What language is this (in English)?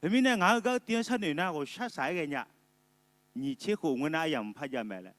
Akha